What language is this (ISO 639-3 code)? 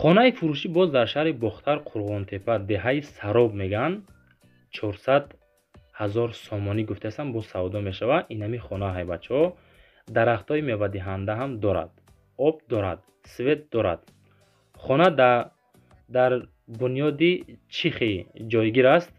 tgk